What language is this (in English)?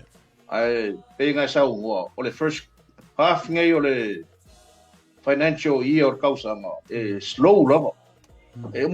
Samoan